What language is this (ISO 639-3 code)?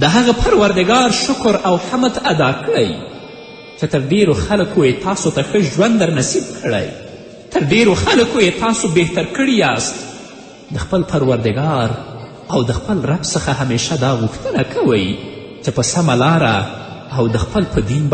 pus